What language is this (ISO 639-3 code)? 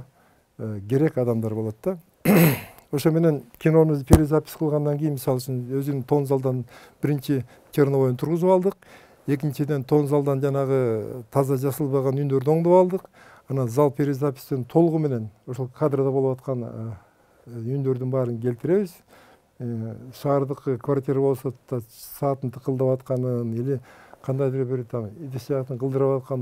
kir